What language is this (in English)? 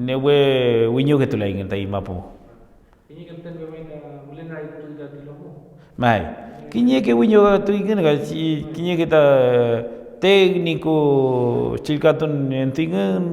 Mapuche